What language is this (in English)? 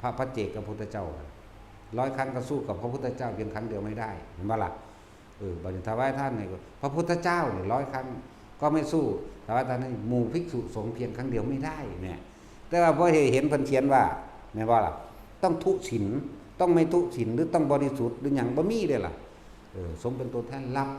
Northeastern Thai